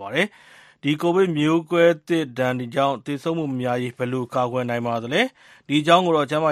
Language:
Burmese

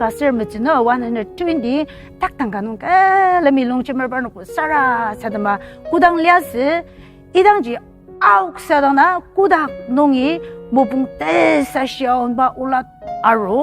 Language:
Ao Naga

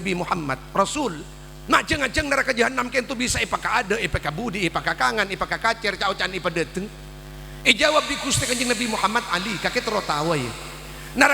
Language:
Madurese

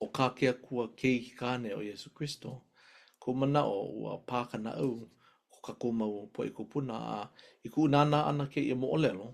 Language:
Hawaiian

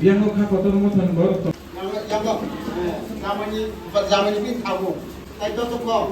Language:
Kok Borok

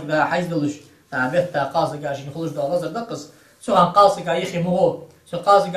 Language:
Ingush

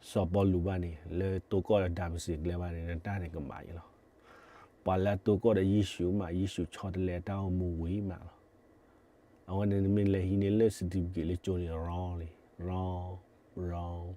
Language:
S'gaw Karen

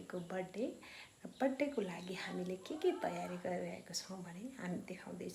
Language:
Nepali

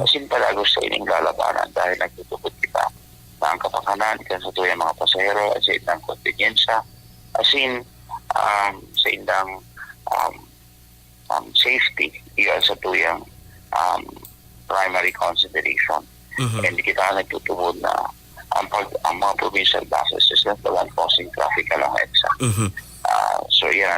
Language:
Bikol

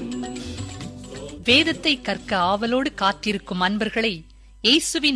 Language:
Tamil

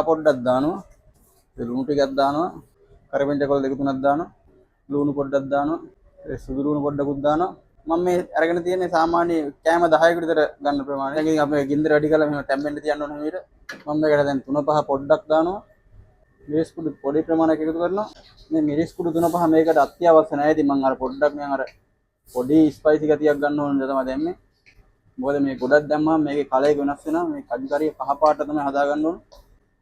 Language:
Sinhala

